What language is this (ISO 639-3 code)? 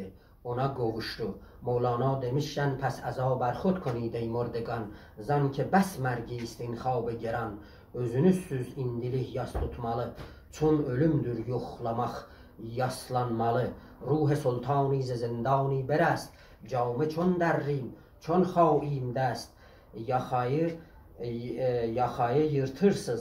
azb